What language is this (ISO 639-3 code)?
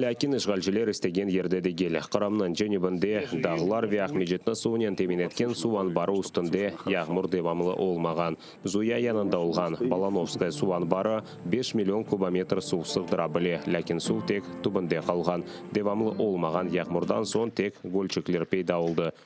crh